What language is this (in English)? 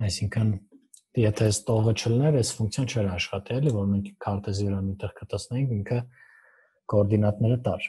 Armenian